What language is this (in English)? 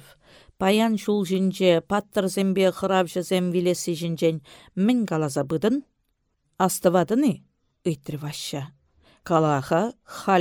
Chuvash